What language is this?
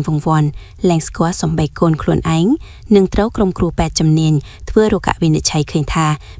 Khmer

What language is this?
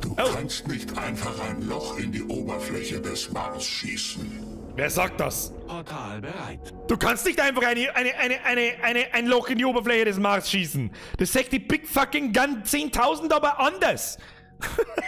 Bavarian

